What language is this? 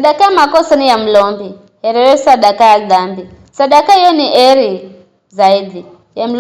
Giryama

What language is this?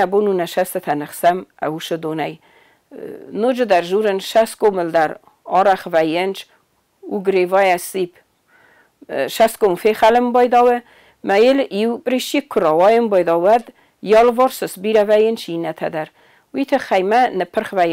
Ossetic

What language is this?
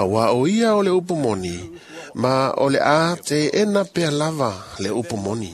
Samoan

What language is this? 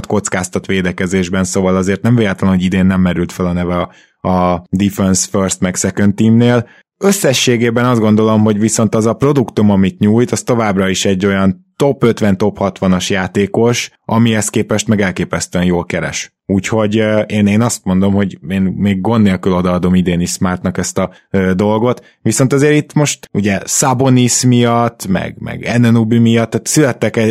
Hungarian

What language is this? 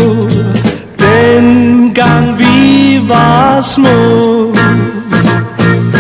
Danish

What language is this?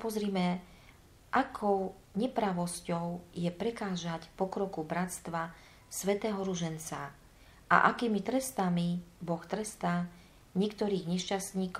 Slovak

